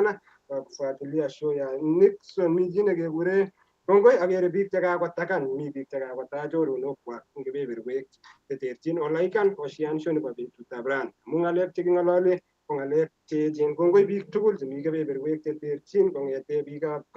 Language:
Kalenjin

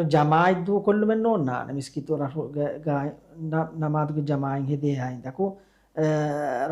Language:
Divehi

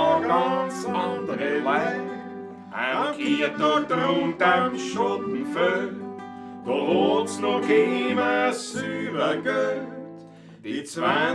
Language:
Bavarian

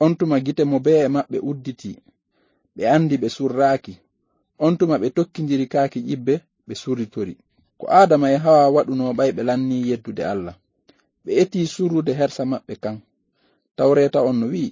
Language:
Fula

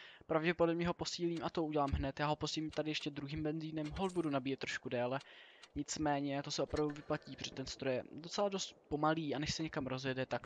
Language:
Czech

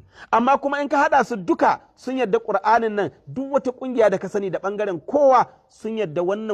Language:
Hausa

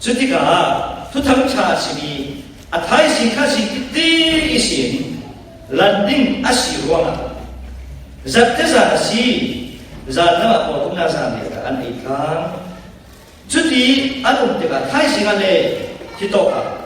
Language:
Falam Chin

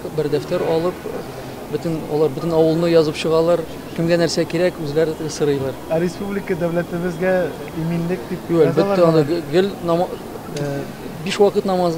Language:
Tatar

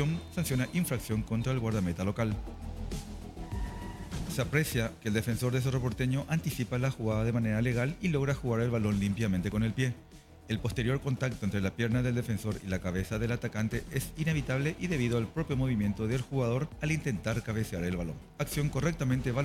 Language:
Spanish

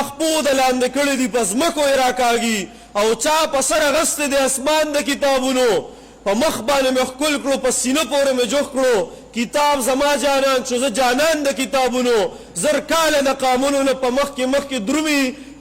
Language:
Pashto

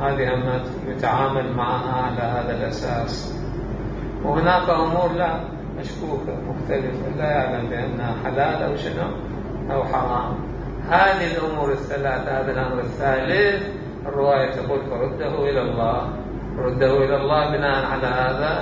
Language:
Mesopotamian Arabic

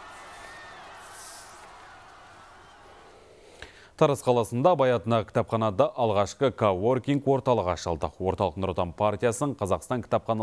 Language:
Kazakh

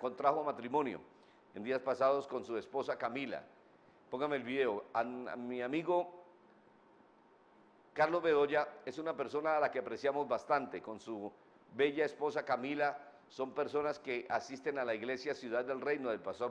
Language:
Spanish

